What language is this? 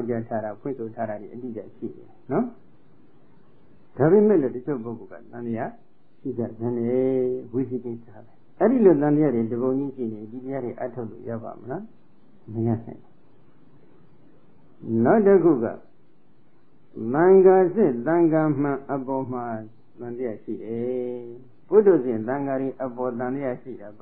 Burmese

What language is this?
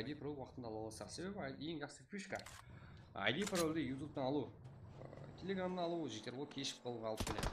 Kara-Kalpak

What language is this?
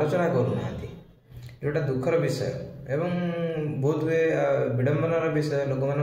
Odia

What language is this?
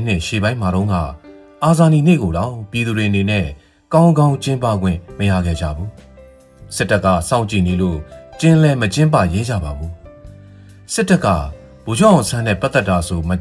Burmese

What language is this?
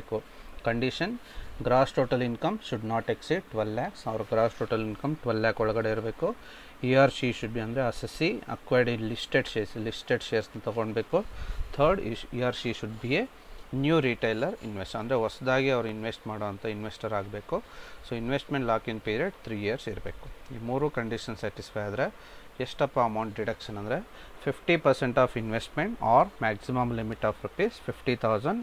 Kannada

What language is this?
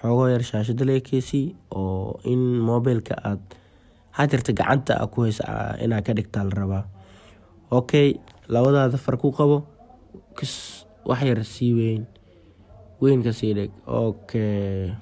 Somali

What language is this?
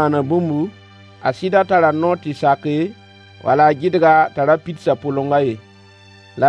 Mossi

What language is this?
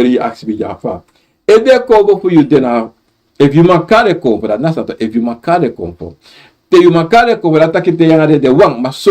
Sranan Tongo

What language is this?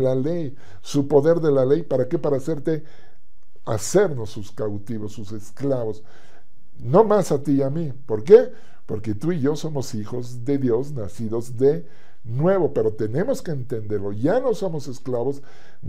Spanish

